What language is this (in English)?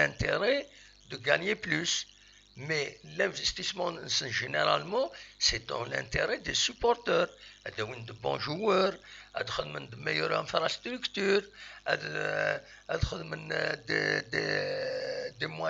Kabyle